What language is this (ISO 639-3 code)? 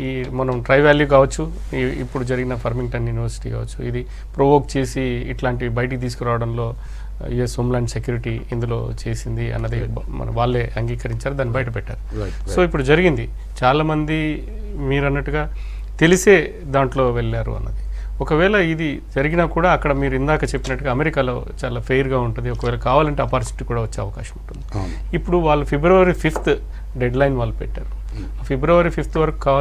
tel